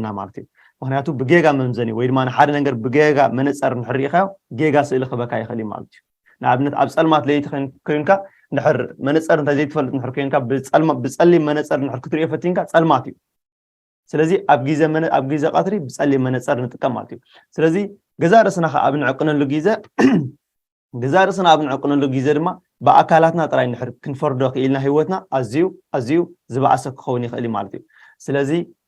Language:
Tigrinya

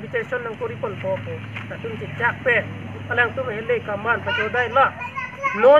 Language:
Karbi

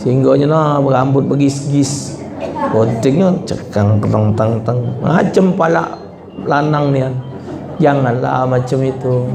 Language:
Musi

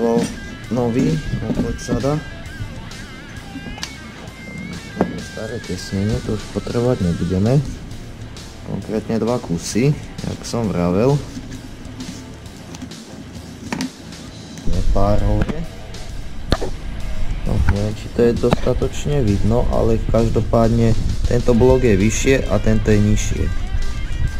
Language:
Slovak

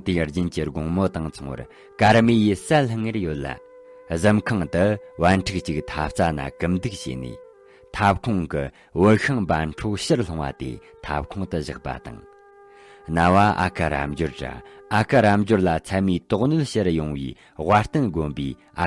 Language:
Tibetan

